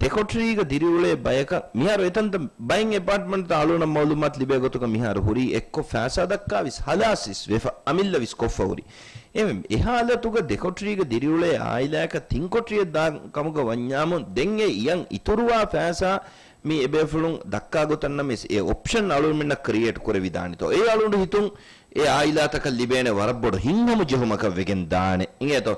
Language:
Divehi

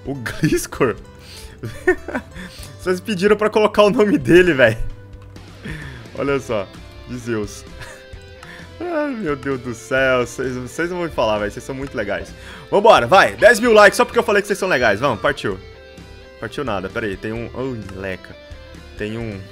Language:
Portuguese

